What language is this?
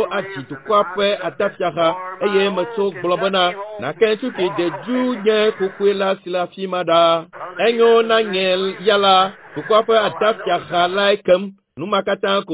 Ewe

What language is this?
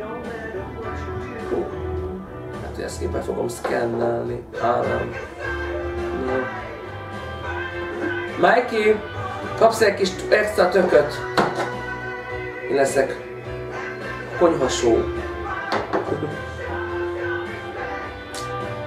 Hungarian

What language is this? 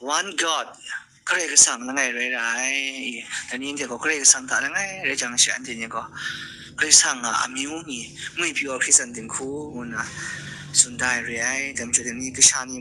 Kachin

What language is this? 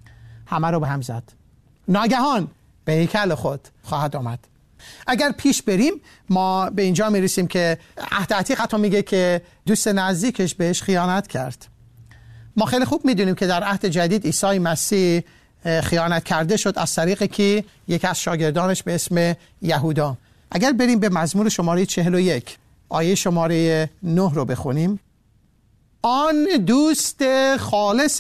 Persian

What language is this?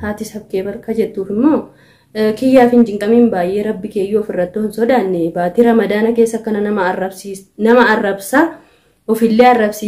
Oromo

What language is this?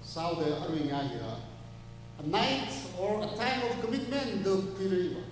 Tangkhul Naga (India)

